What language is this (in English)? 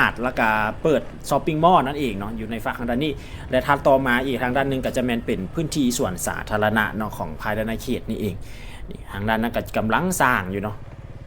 Lao